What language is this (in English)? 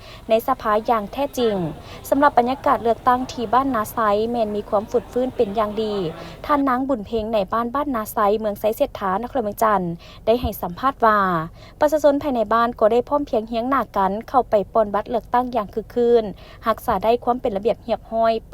Lao